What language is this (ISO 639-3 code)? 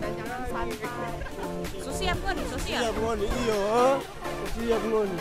xmm